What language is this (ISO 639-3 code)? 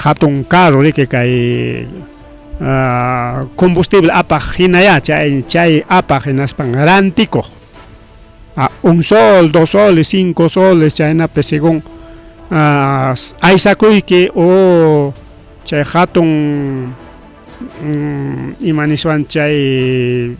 quy